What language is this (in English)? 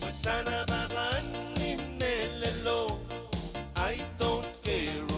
Pohnpeian